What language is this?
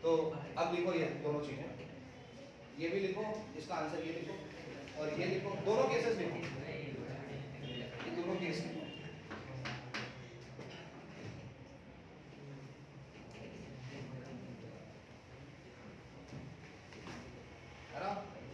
Hindi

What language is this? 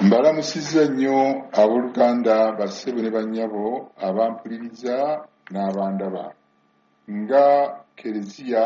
Ganda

